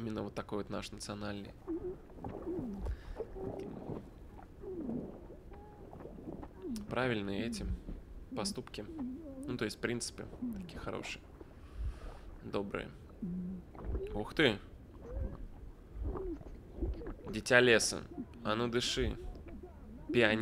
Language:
Russian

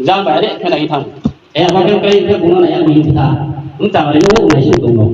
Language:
Riang (India)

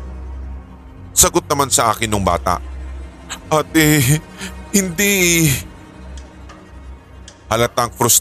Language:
Filipino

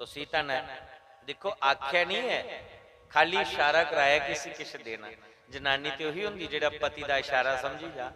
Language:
Dogri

